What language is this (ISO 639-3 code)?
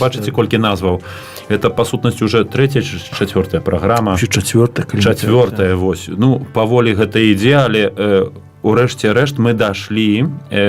bel